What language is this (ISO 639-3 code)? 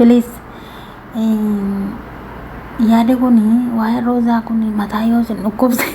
orm